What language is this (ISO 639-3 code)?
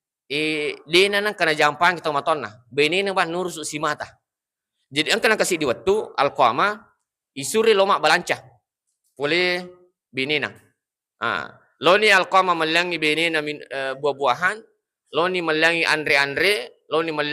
bug